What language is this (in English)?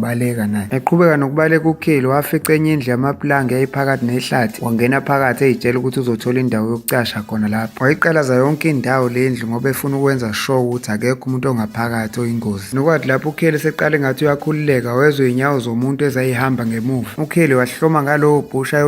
Zulu